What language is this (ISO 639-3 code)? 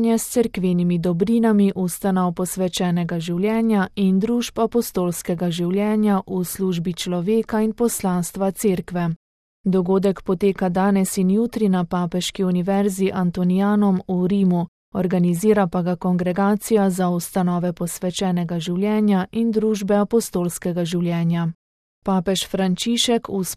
slv